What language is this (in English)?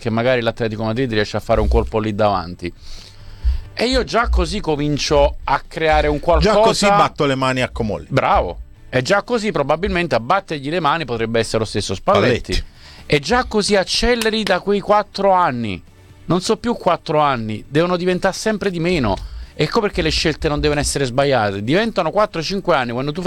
Italian